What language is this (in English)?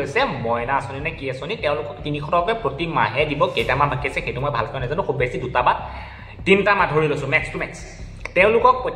Assamese